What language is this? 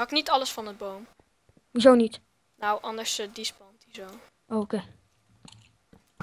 Dutch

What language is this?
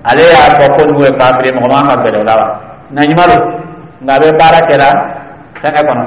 Dyula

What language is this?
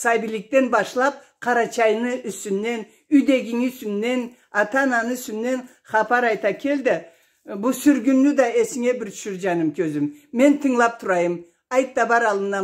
Karachay-Balkar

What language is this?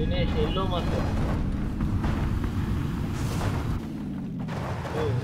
Tamil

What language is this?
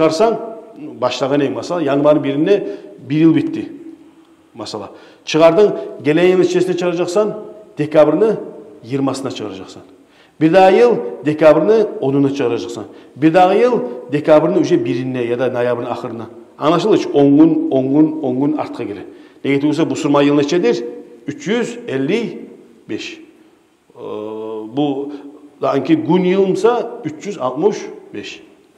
Kumyk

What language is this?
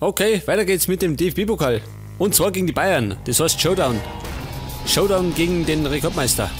Bavarian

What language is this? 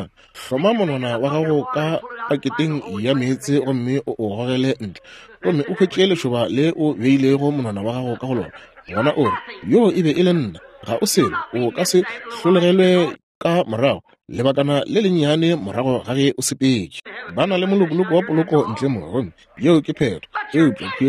Northern Sotho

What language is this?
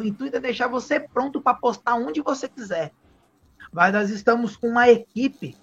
Portuguese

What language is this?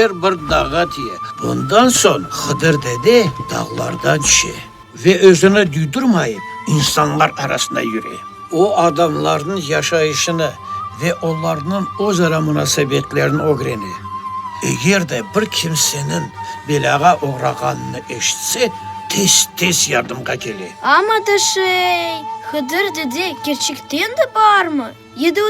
Crimean Tatar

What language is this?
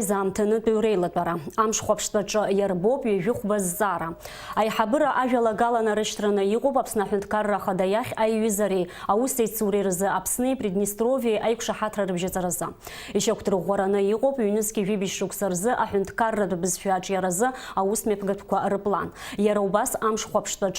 Abkhazian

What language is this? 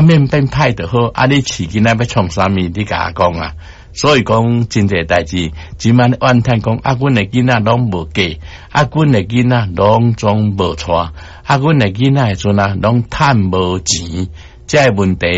Min Nan Chinese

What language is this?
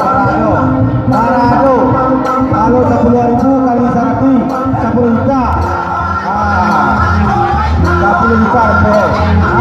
Minangkabau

